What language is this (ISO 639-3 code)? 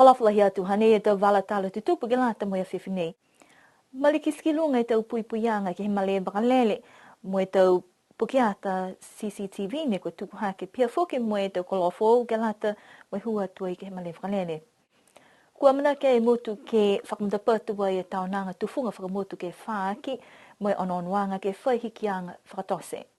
niu